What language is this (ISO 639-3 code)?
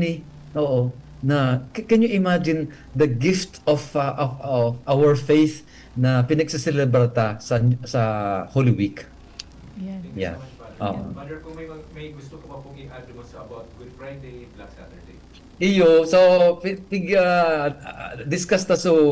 bik